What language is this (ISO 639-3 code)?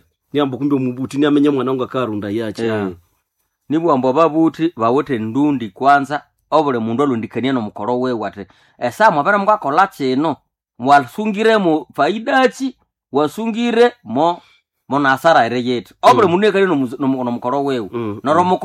nnb